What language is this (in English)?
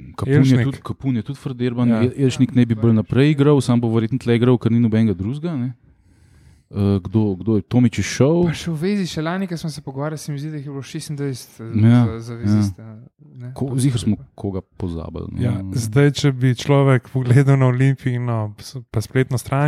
Slovenian